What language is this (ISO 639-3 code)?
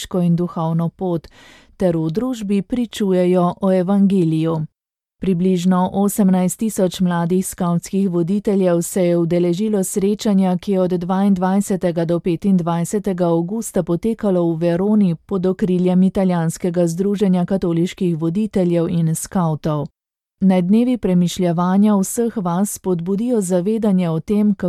slv